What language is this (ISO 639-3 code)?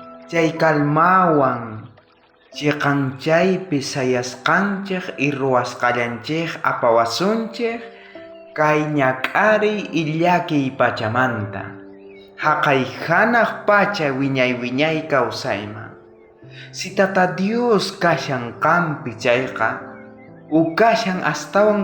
quh